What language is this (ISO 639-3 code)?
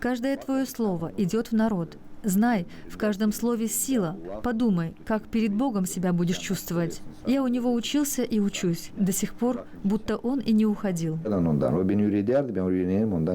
gag